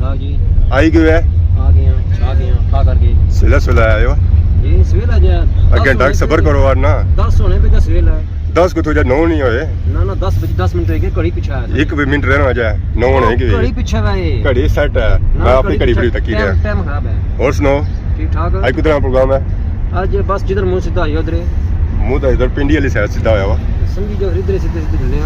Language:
Pahari-Potwari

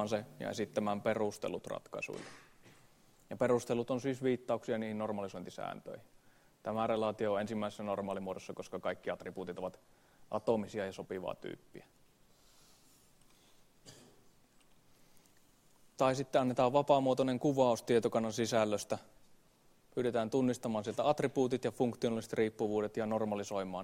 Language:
Finnish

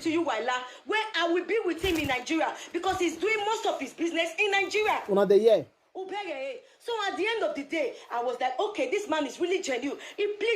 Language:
Nigerian Pidgin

